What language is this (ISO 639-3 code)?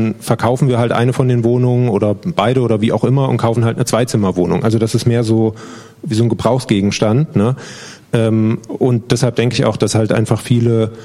deu